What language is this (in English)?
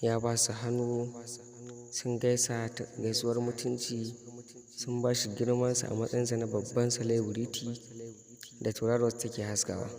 Hausa